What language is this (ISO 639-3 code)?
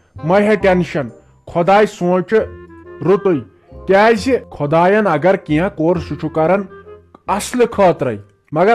kas